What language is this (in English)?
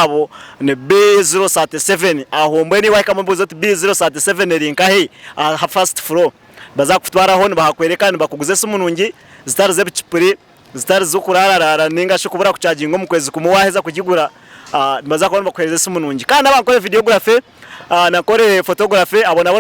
Nyankole